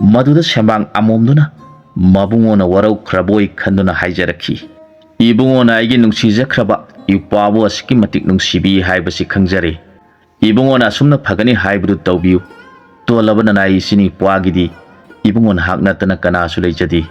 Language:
Manipuri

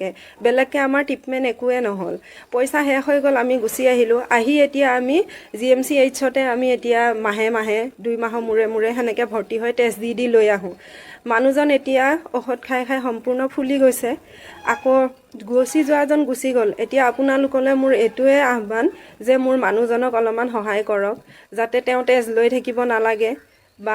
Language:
Assamese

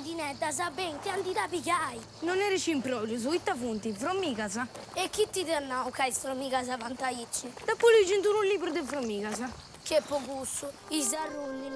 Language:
Sardinian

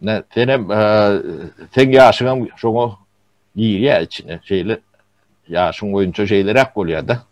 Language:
Turkmen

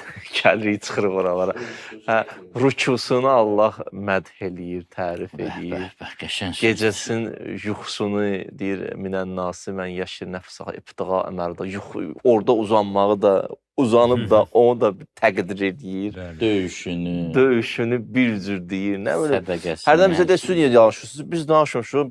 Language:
Azerbaijani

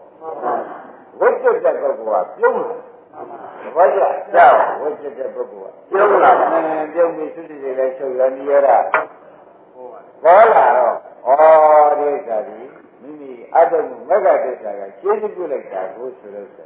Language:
Burmese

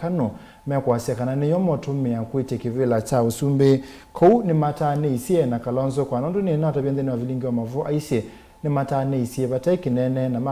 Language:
Kamba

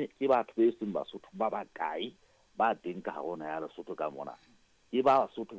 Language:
Southern Sotho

